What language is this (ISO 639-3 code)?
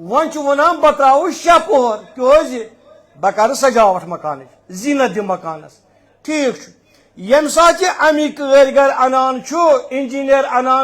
kas